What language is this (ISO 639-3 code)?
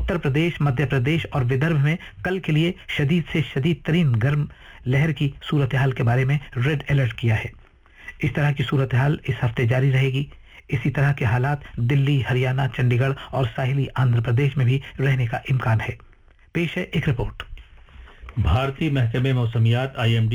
urd